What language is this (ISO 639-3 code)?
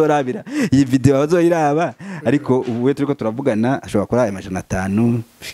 run